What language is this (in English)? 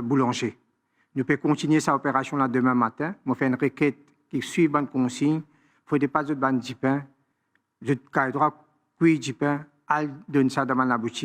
Morisyen